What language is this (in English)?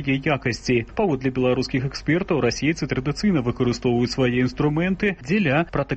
Belarusian